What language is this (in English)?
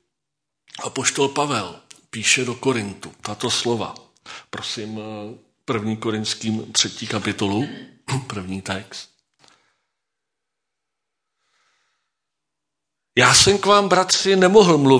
Czech